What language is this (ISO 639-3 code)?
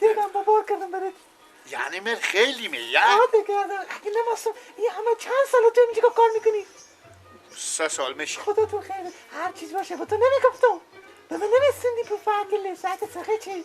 fas